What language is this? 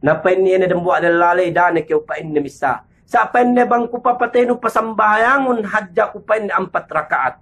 Yakan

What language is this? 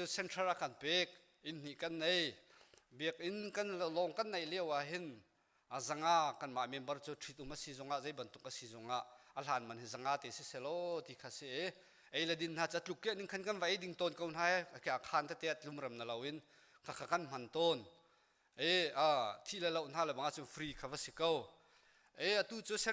Hakha Chin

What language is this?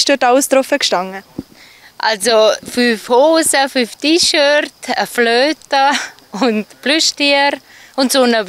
Swiss German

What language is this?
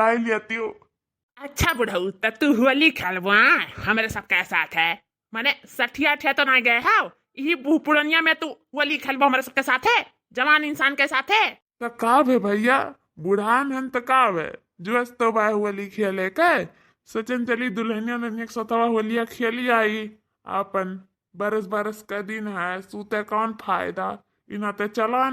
Awadhi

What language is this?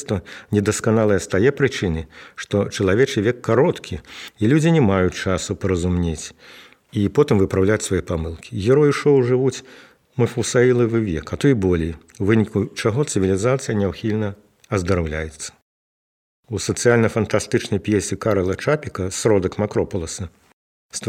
Belarusian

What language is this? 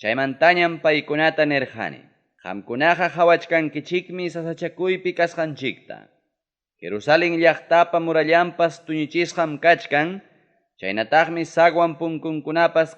Ayacucho Quechua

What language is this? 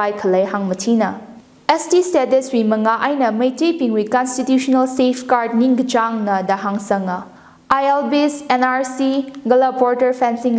Tangkhul Naga (India)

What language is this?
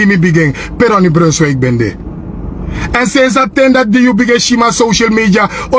Sranan Tongo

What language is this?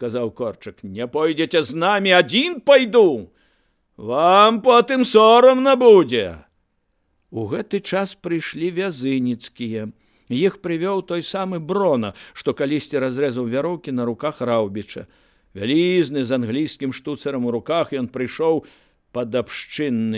Belarusian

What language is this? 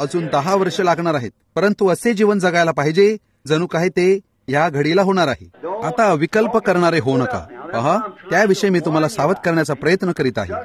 Marathi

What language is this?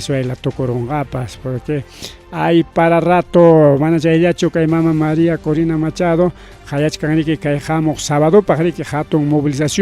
Ayacucho Quechua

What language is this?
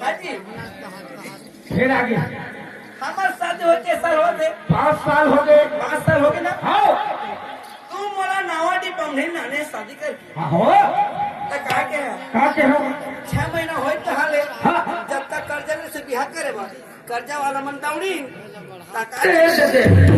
Chhattisgarhi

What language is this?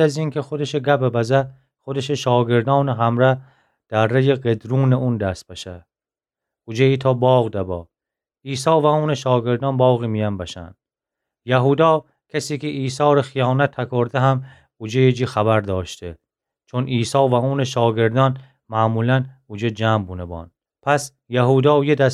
Gilaki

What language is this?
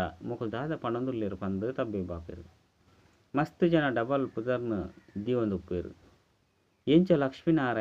Tulu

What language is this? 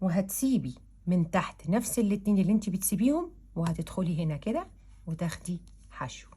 Egyptian Arabic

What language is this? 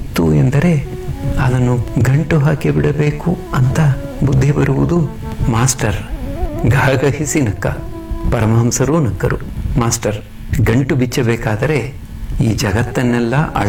Kannada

